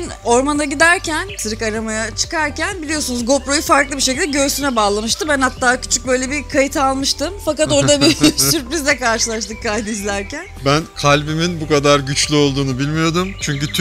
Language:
Turkish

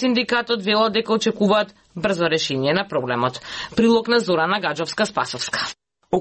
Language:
Macedonian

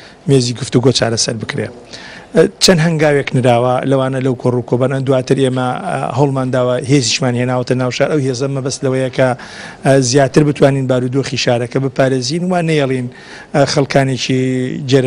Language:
Central Kurdish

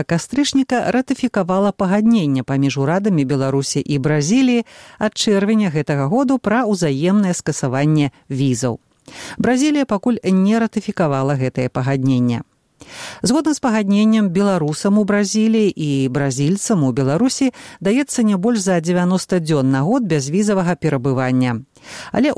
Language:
Belarusian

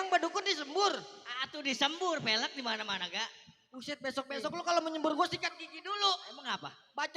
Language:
Betawi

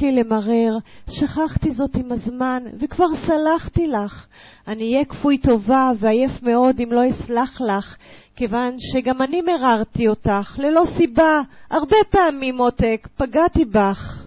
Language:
Hebrew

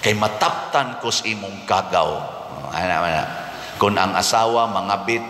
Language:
Cebuano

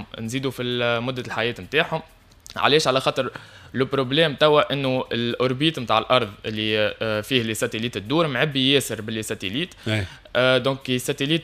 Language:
Tunisian Arabic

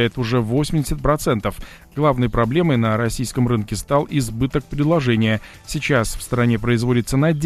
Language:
Russian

